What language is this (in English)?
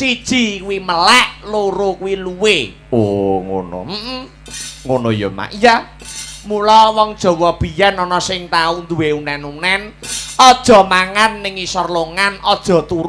Javanese